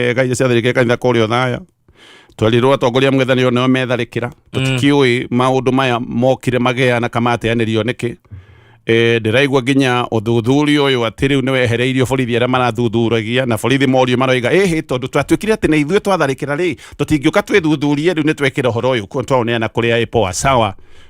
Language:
Kikuyu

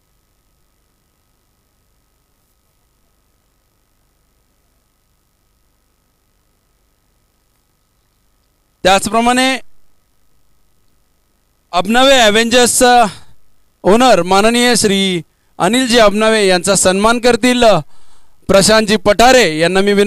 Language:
Marathi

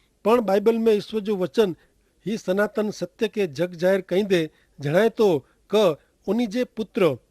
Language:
Kachhi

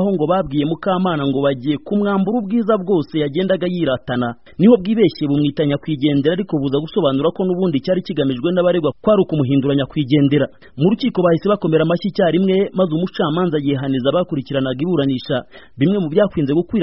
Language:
Kinyarwanda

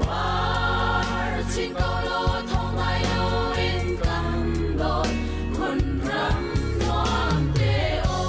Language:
Hakha Chin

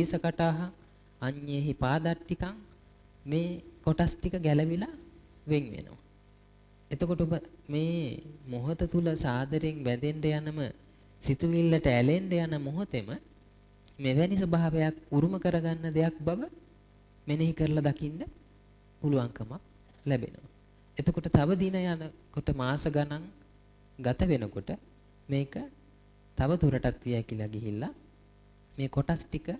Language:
Sinhala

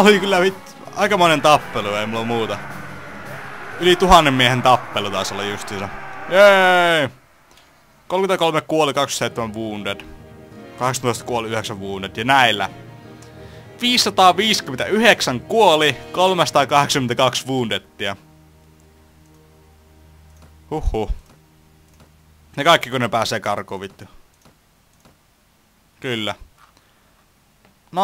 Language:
Finnish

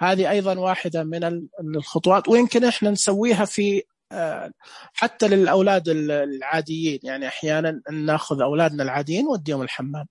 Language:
Najdi Arabic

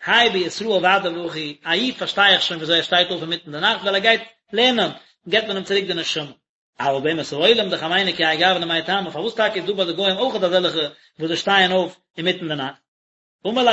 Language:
Yiddish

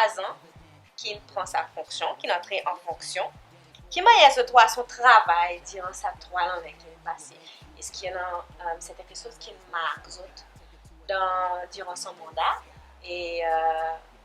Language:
Seselwa Creole French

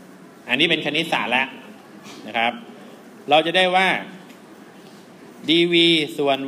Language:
Thai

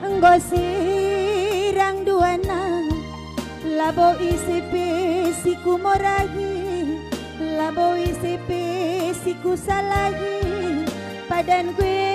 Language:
Batak Karo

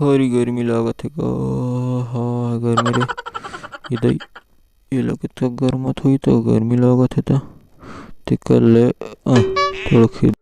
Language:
Chhattisgarhi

